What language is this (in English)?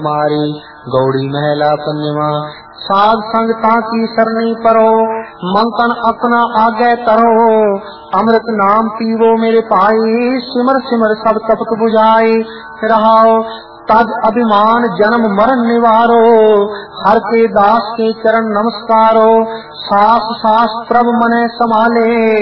Punjabi